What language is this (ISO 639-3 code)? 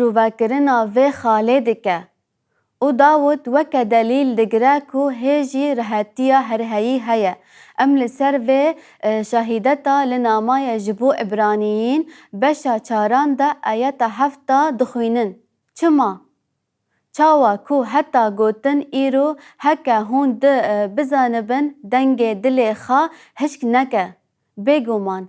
kur